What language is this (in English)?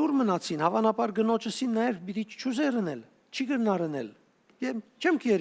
Western Armenian